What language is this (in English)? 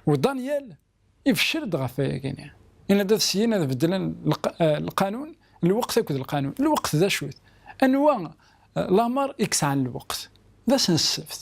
Kabyle